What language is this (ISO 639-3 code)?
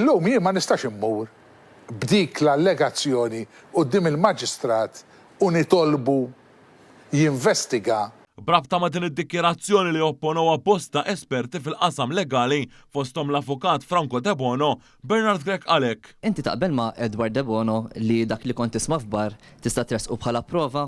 mlt